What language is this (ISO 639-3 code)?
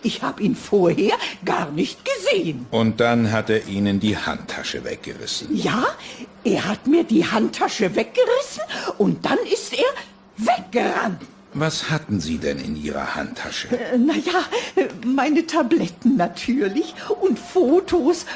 deu